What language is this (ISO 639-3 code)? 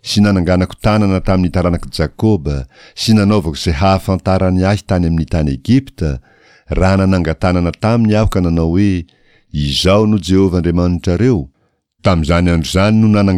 mlg